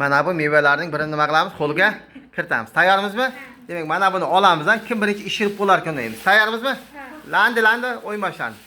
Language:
Uzbek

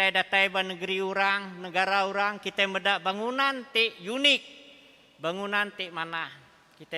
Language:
Iban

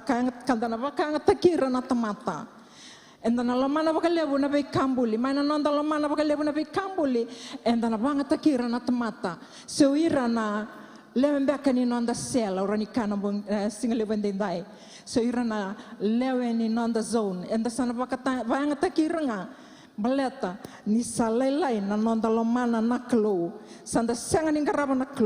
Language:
Fijian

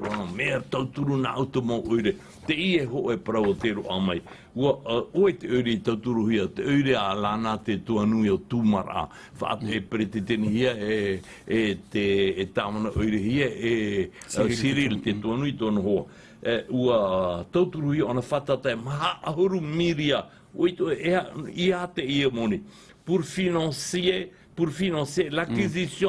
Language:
Tahitian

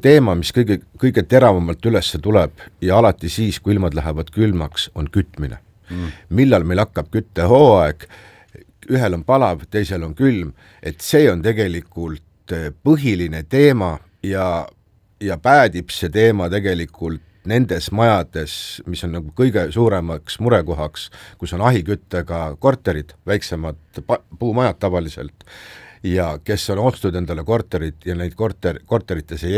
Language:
Estonian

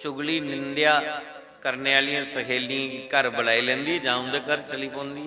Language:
Dogri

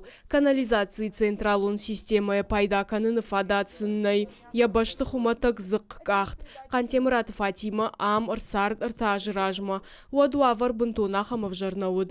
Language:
Ossetic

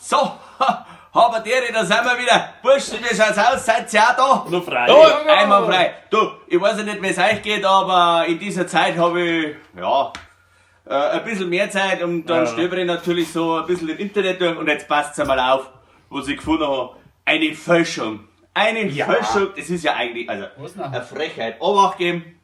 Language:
Bavarian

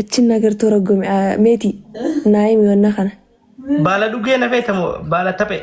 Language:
Oromo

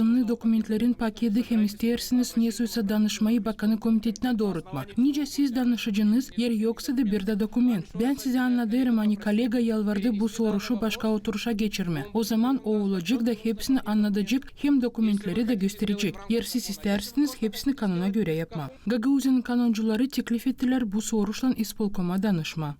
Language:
Gagauz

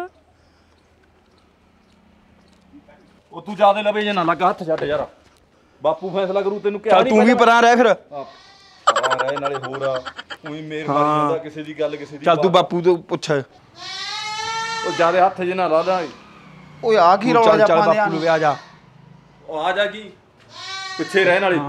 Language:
Punjabi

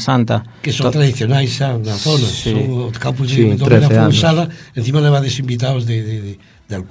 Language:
Galician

